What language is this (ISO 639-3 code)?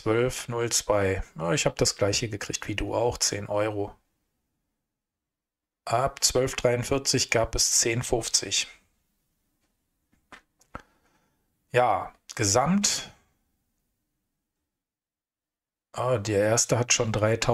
deu